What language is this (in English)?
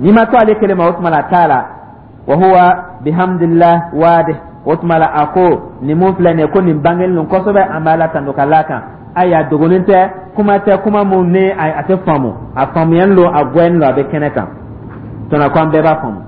Dyula